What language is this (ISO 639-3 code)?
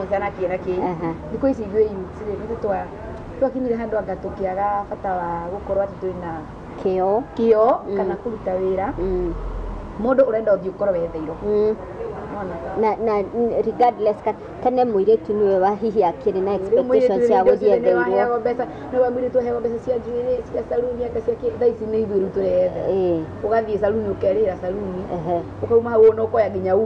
kik